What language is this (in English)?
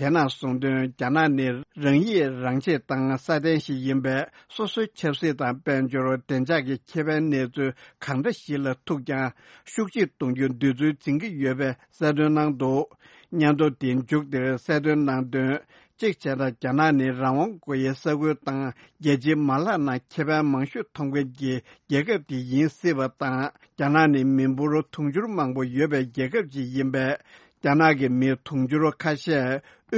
Tibetan